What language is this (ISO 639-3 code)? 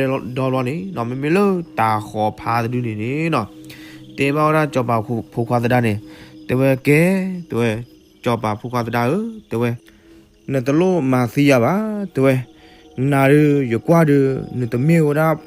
ksw